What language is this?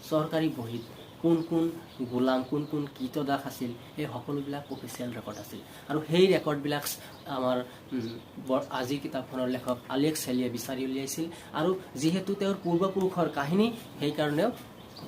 Assamese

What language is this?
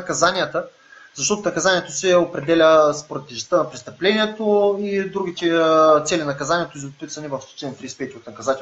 Bulgarian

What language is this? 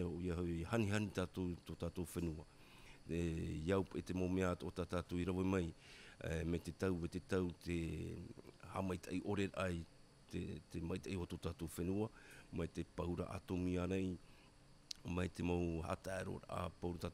Tahitian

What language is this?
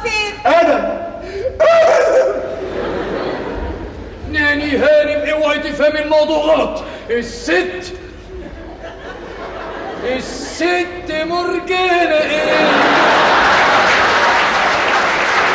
Egyptian Arabic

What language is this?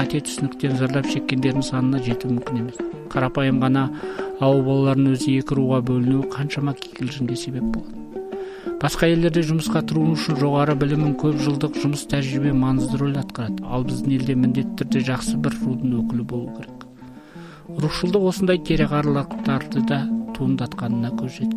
Kazakh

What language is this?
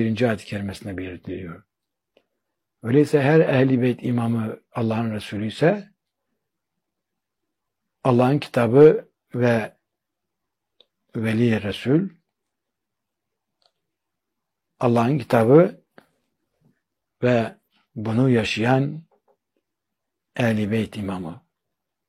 Turkish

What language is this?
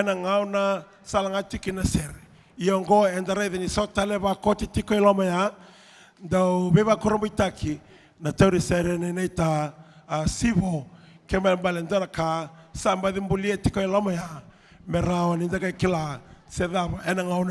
Fijian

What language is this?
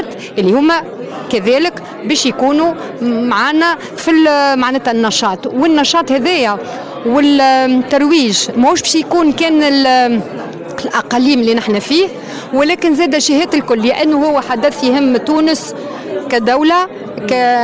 Tunisian Arabic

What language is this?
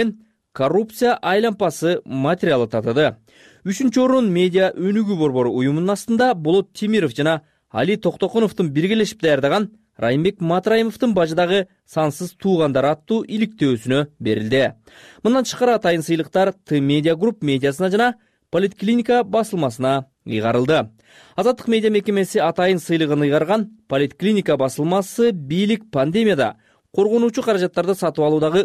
Kyrgyz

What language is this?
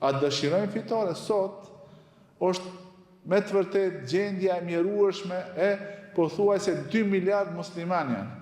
Albanian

